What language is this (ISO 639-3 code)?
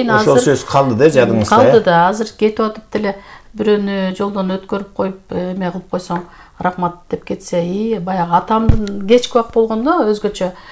kir